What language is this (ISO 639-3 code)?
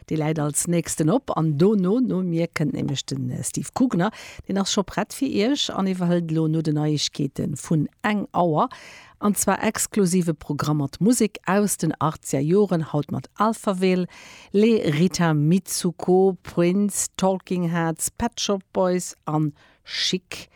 ltz